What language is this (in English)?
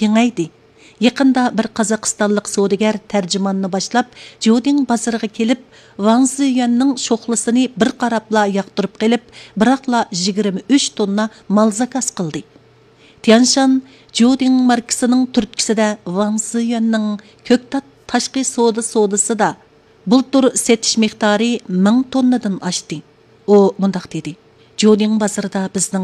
Uyghur